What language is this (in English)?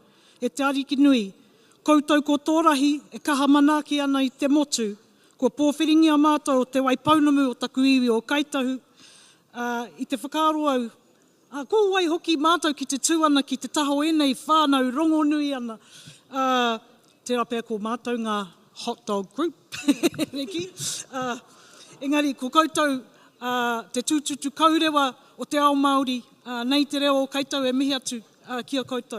Māori